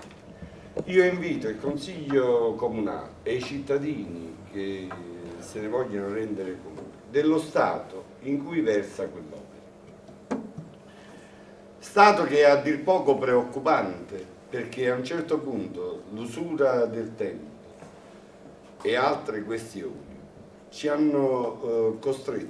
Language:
Italian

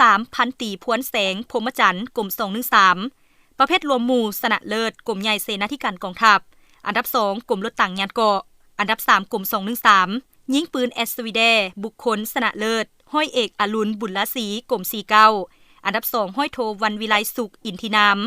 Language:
Lao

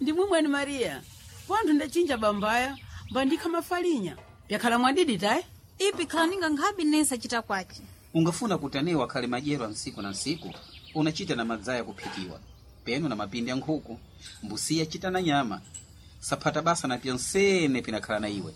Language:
Sena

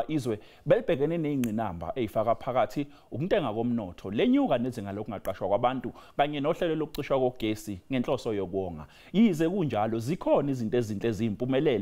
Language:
Zulu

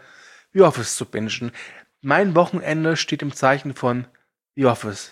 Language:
German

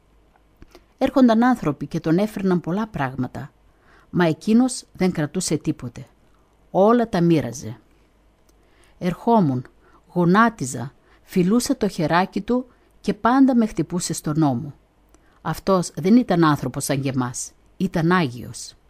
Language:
Greek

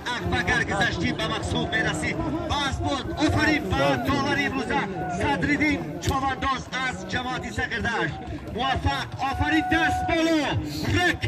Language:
Tajik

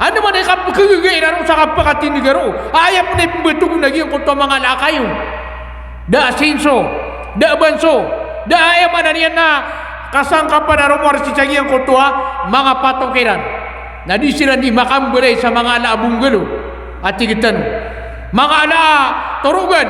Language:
Maranao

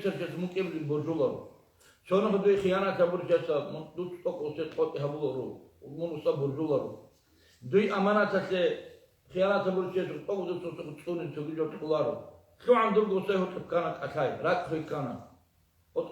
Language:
Avaric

